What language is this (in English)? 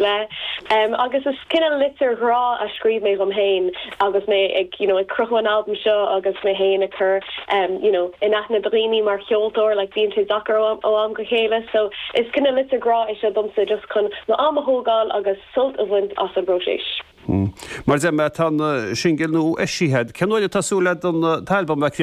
Irish